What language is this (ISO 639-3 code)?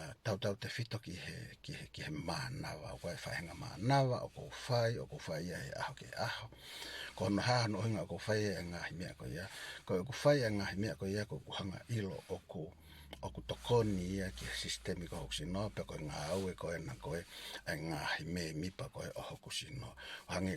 ton